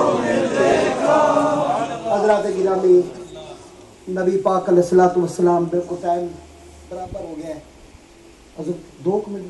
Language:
Urdu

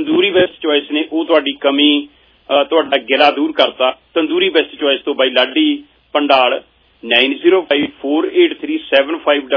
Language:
Punjabi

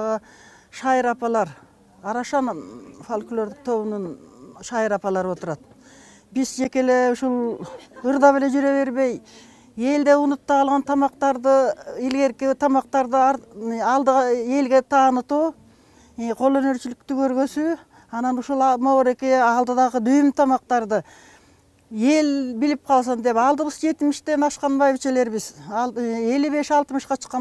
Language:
Kyrgyz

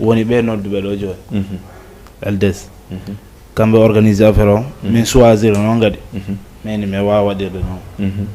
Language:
Fula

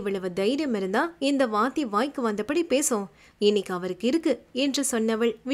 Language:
Tamil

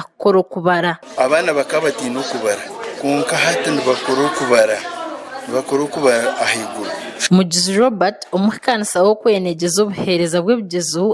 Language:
Nyankole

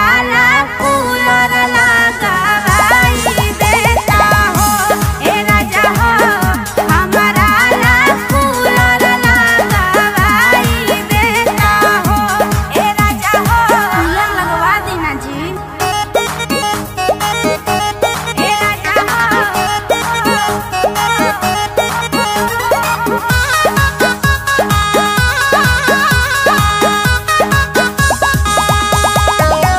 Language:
Bhojpuri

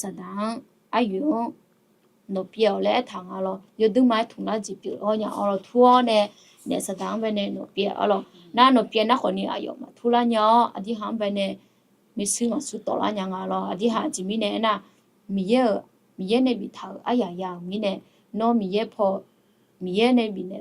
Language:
Akha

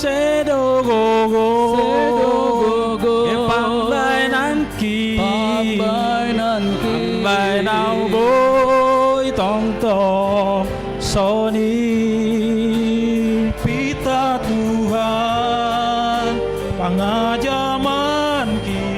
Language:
Batak Simalungun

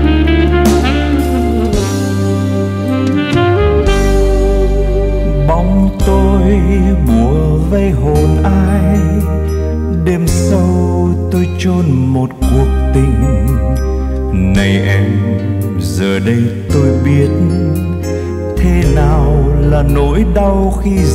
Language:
Vietnamese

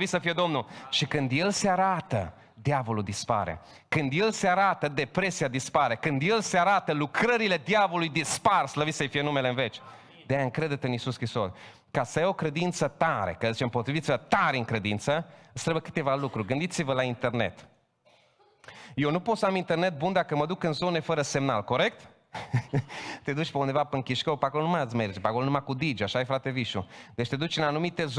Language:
Romanian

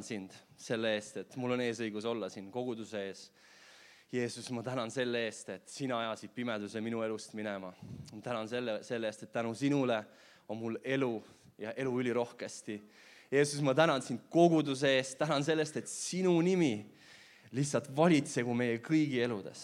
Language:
Estonian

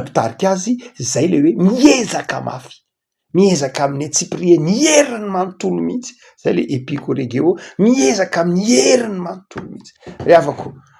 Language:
Malagasy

